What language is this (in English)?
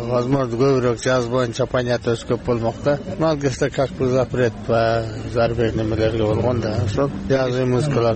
Kyrgyz